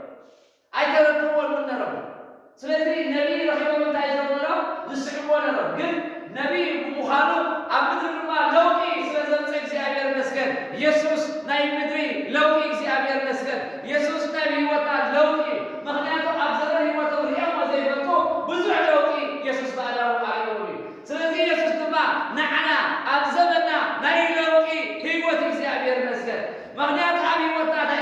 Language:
Tigrinya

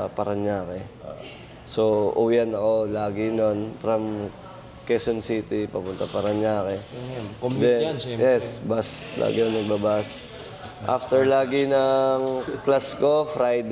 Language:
Filipino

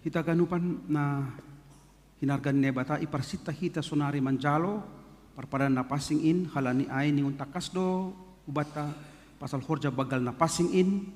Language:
Batak Simalungun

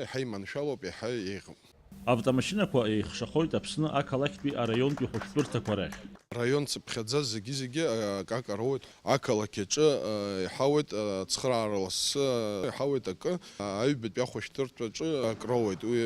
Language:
Abkhazian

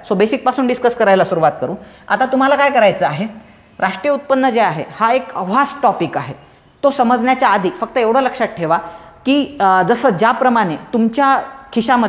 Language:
Marathi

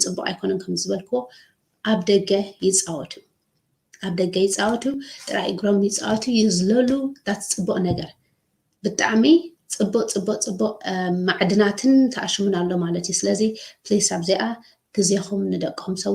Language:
Tigrinya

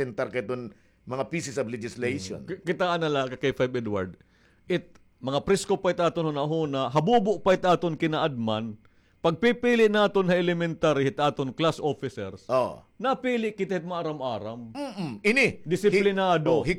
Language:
Waray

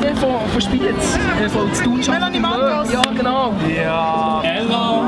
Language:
Swiss German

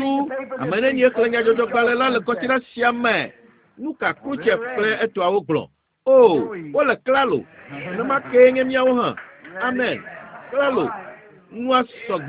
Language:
Ewe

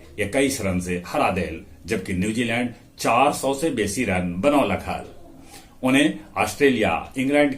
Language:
Magahi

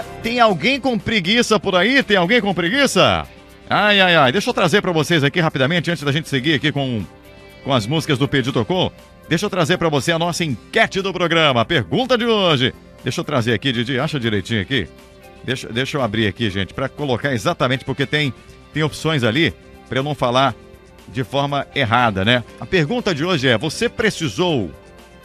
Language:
Portuguese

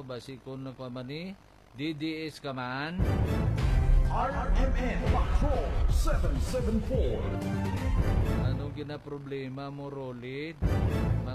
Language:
Filipino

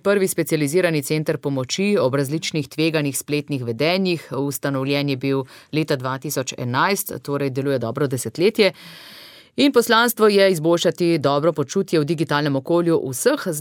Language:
Slovenian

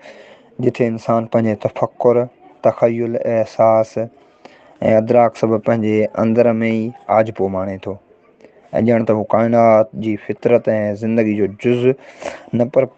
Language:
Sindhi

